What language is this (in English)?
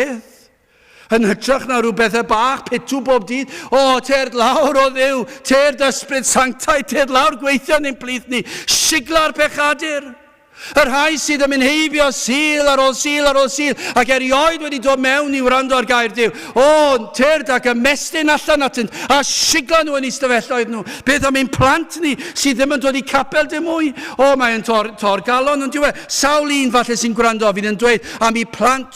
Welsh